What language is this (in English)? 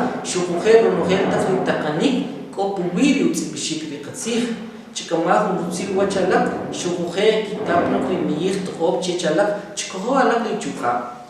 Kʼicheʼ